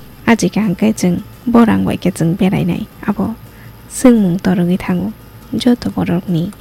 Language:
Kok Borok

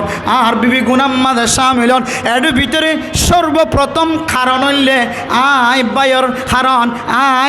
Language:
Rohingya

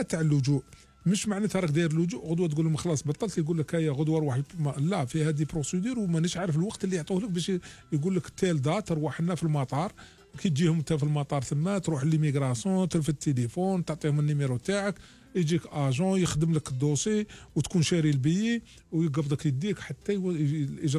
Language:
Algerian Arabic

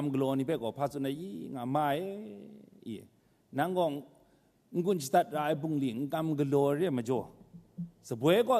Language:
Kachin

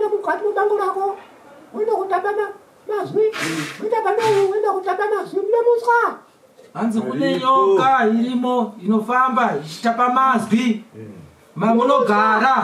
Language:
Shona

